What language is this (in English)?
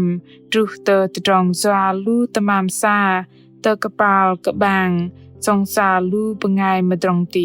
Bahnar